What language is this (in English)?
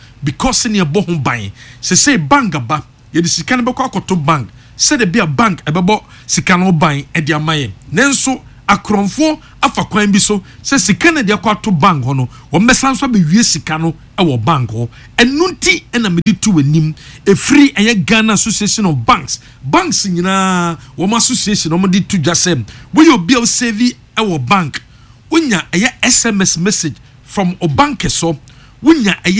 Akan